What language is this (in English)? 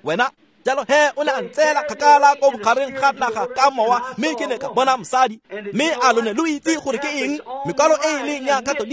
Tswana